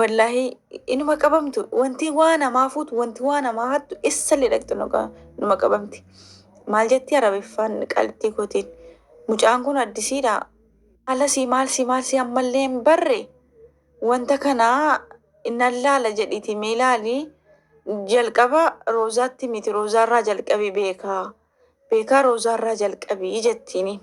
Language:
Oromo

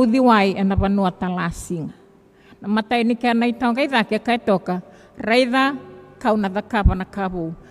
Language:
Fijian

